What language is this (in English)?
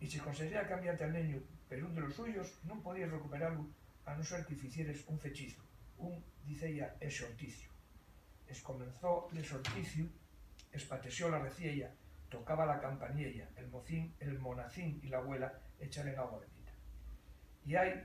Asturian